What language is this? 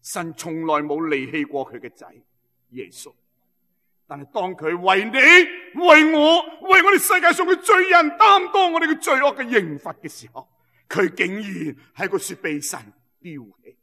Cantonese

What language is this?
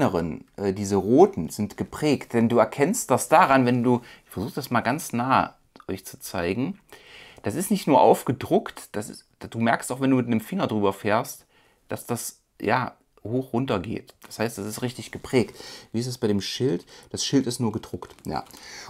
German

